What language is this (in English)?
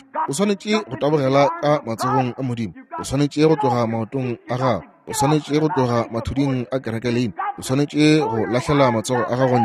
Northern Sotho